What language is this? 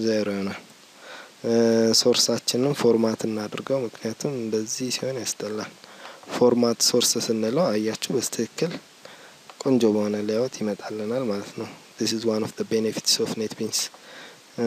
Amharic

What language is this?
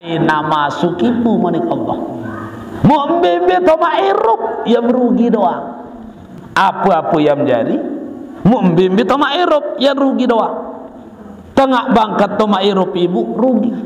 Sasak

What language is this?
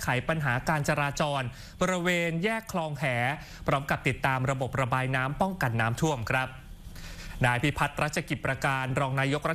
Thai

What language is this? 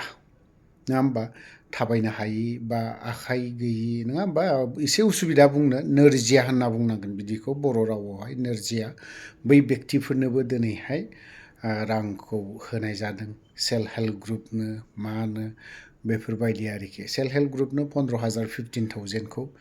Bodo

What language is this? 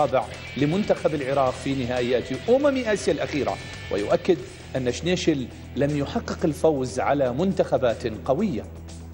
Arabic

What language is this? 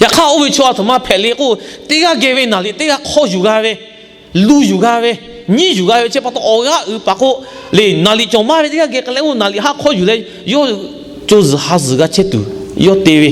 Lahu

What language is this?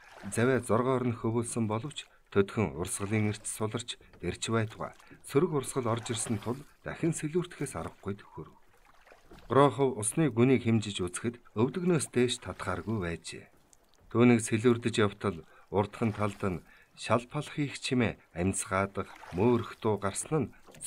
Mongolian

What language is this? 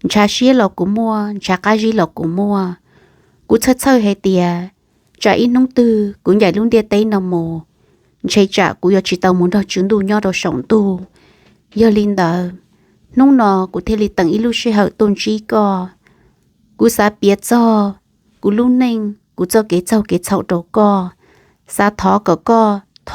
Hmong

